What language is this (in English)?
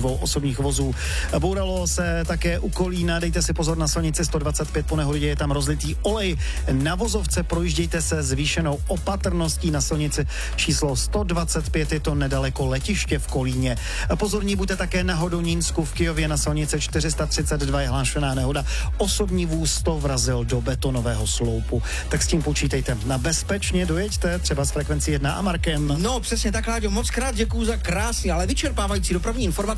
Czech